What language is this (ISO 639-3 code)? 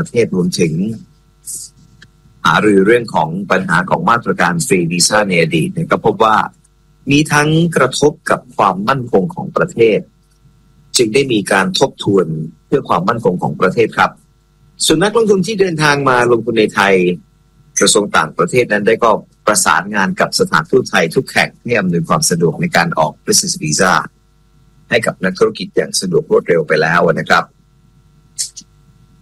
tha